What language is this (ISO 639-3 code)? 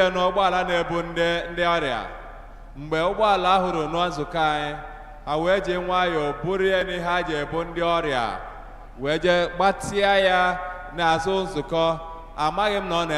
ibo